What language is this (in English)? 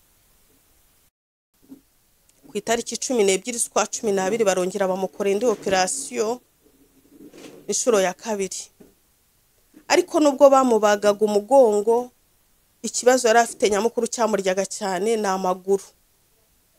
Kinyarwanda